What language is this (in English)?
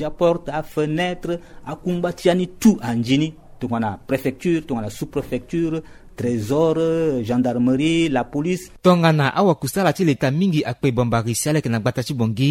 Sango